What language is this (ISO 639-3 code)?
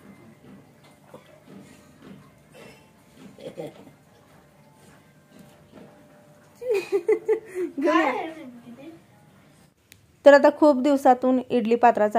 mar